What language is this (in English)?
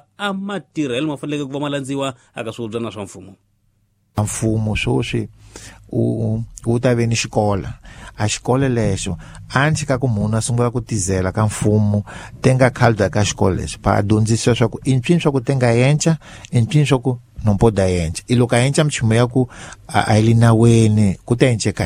Tsonga